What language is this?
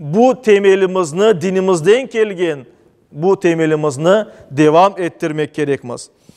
Crimean Tatar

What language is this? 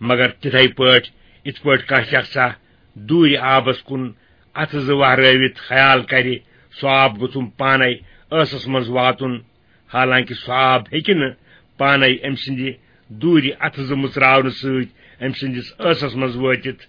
Kashmiri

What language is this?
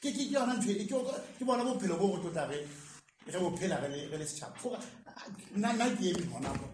Southern Sotho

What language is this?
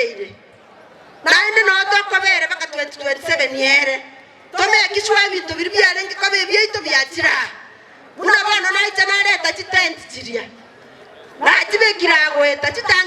Gusii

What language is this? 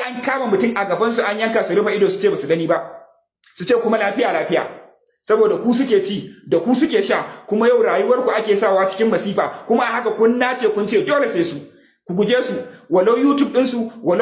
Hausa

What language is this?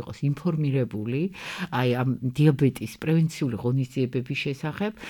Georgian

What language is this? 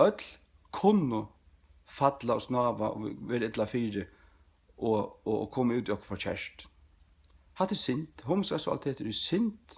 Faroese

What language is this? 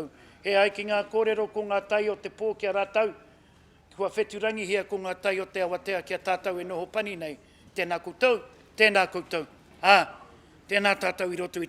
Māori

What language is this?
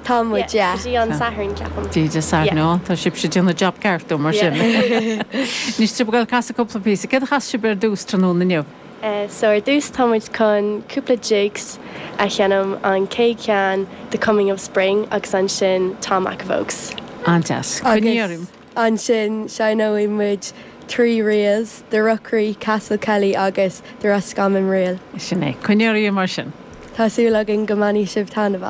Irish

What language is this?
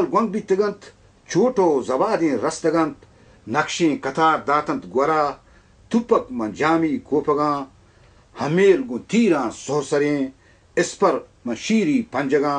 Baluchi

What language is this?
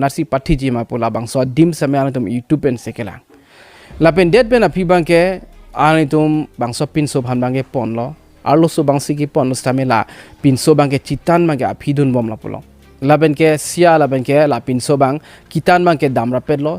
Karbi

